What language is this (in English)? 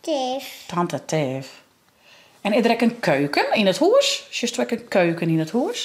Western Frisian